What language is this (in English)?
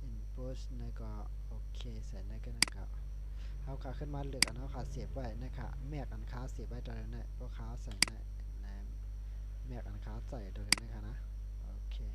Shan